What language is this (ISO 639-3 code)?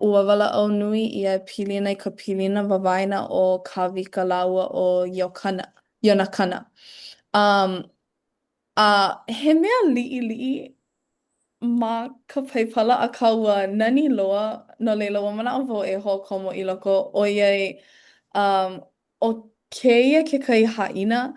haw